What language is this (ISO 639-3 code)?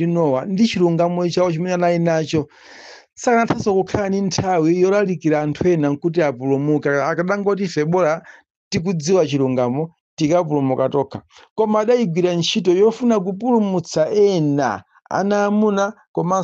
nya